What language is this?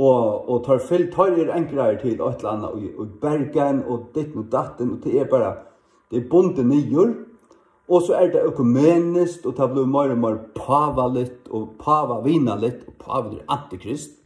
Faroese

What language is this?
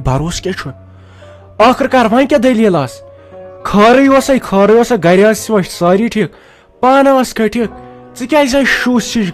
Kashmiri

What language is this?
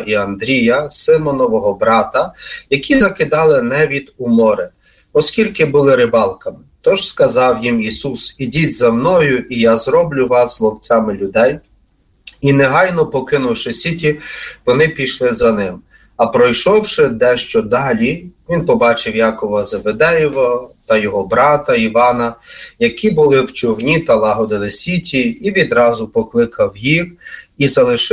Ukrainian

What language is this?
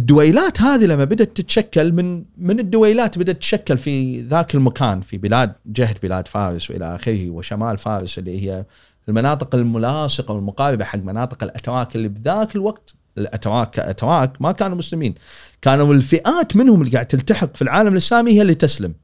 Gulf Arabic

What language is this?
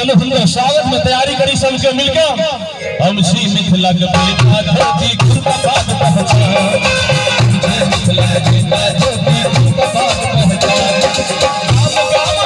Maithili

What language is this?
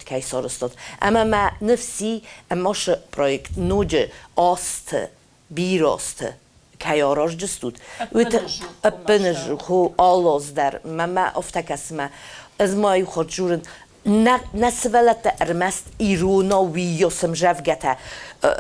Ossetic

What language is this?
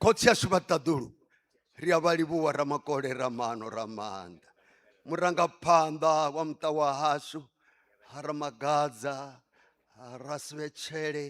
Venda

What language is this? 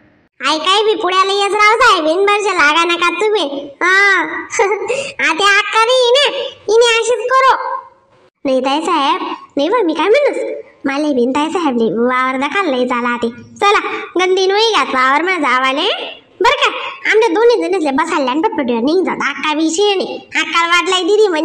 Khandesi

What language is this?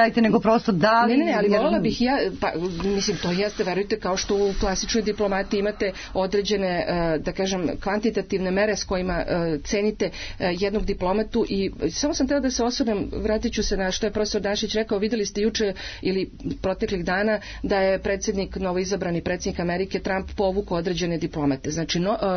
Serbian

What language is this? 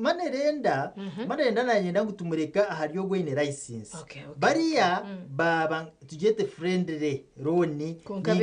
Nyankole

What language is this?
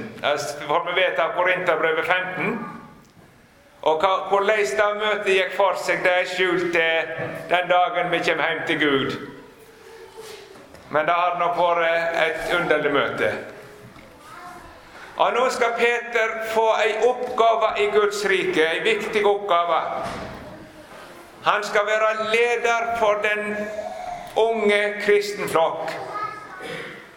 Norwegian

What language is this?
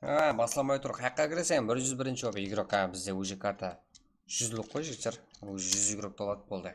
Kara-Kalpak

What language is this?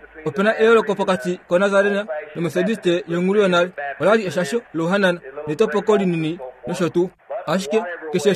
Kuanyama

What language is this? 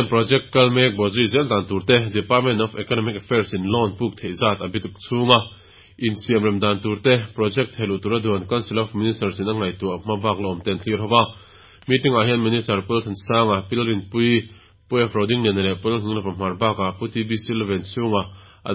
Mizo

